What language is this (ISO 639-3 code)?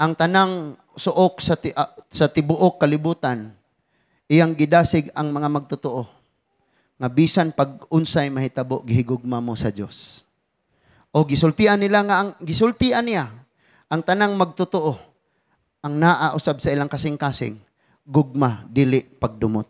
ceb